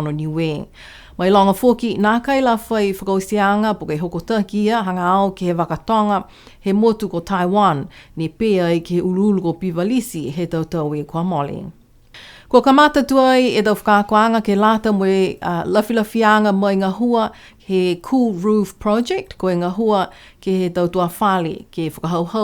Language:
Niuean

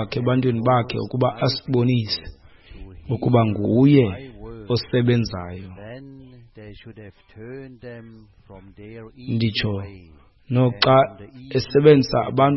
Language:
Xhosa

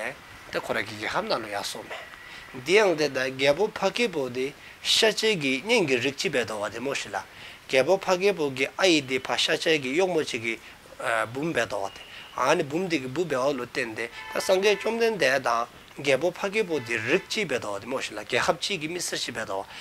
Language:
Dzongkha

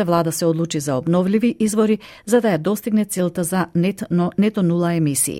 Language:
Macedonian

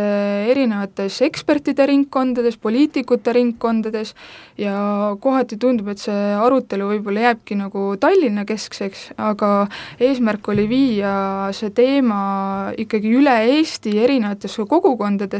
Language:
Estonian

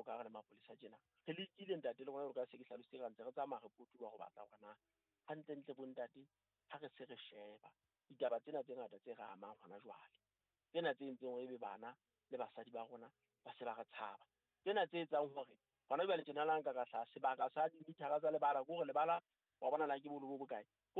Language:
Southern Sotho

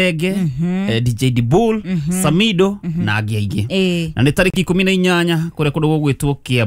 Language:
Kikuyu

